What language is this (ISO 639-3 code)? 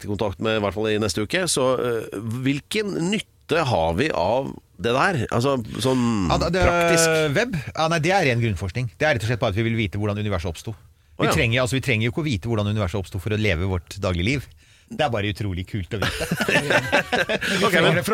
nor